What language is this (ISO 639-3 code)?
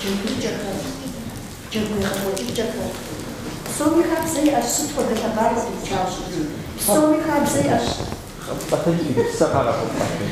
kbd